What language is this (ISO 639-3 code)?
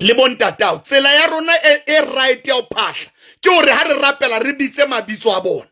sot